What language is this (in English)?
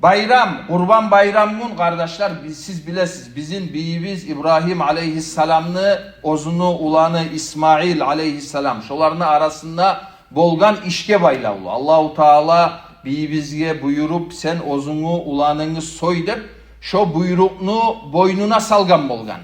Kumyk